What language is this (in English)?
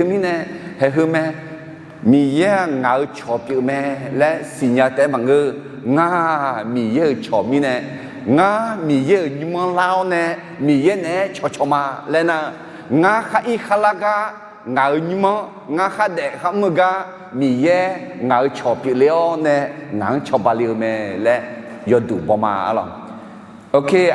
Akha